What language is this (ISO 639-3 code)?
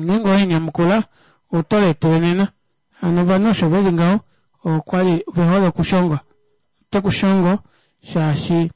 kua